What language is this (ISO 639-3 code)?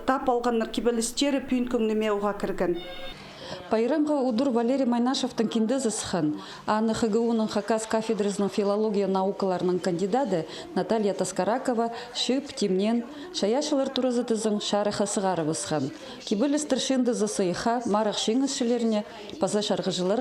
kjh